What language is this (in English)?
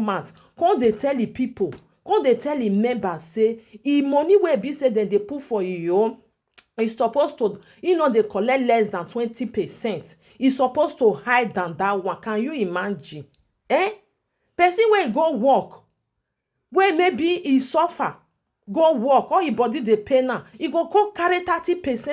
Nigerian Pidgin